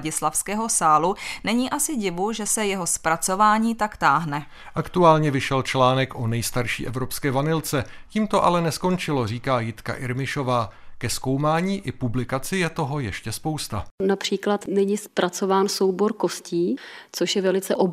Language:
Czech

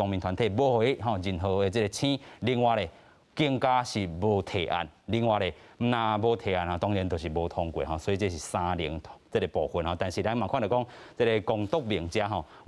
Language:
Min Nan Chinese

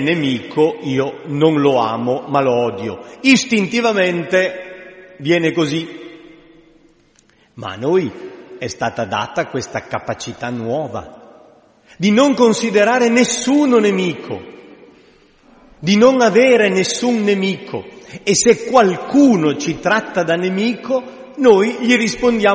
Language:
Italian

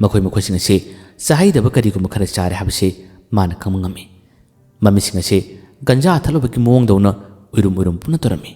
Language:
Manipuri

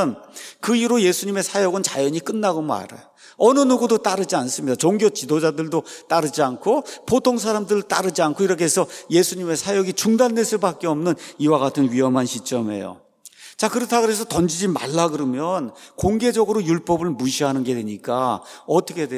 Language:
Korean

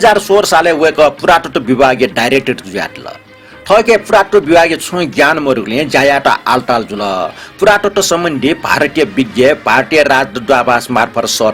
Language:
Newari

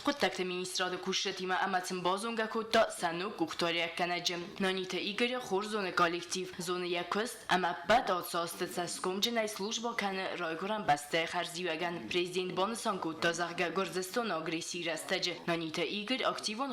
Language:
Ossetic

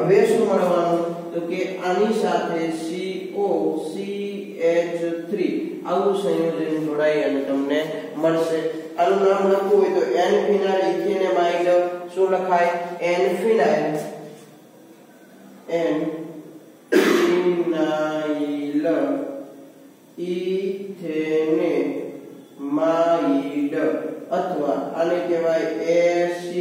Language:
Gujarati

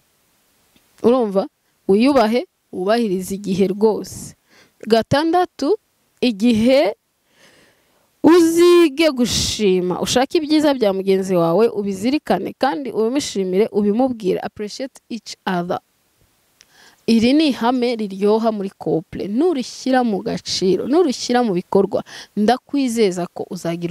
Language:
Kinyarwanda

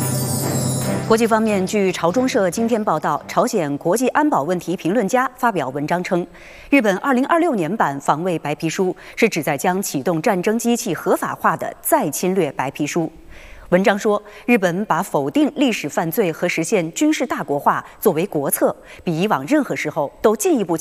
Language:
Chinese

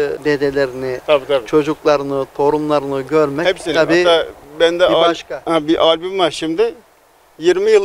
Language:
Turkish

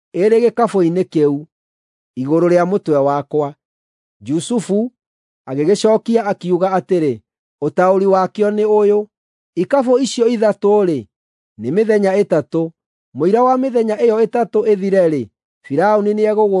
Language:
Kikuyu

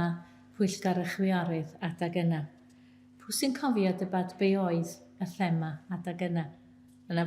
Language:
Welsh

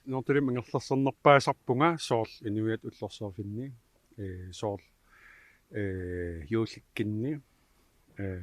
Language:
Kalaallisut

